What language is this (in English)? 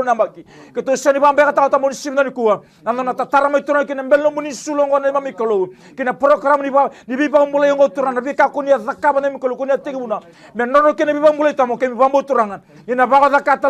Fijian